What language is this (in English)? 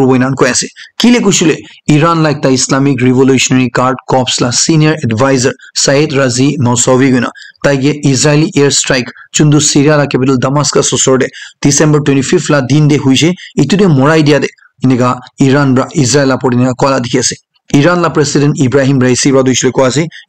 Naga Pidgin